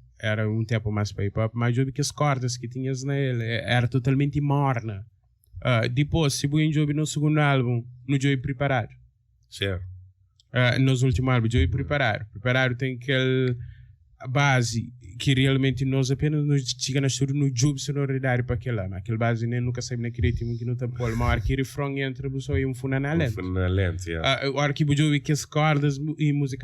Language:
Kabuverdianu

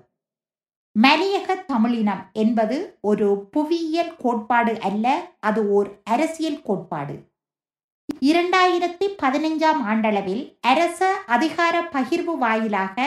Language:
Tamil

